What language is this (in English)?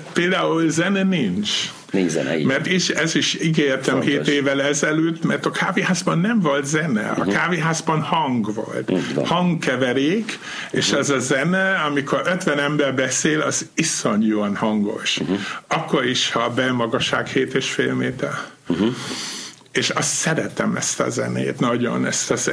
Hungarian